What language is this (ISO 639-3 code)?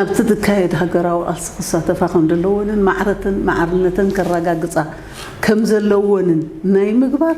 tir